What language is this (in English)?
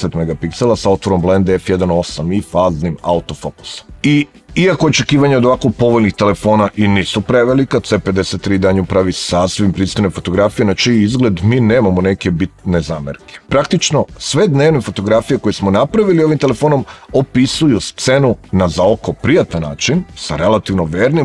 Serbian